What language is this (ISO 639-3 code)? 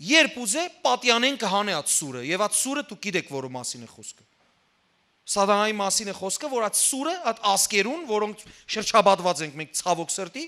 hyw